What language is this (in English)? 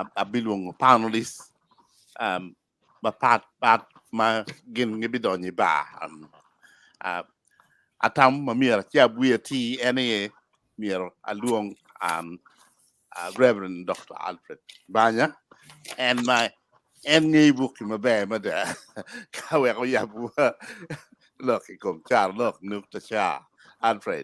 Acoli